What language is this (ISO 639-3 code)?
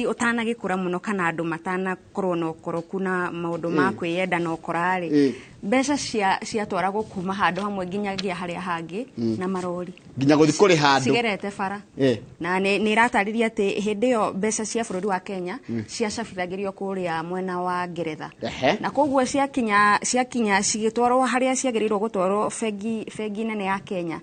kik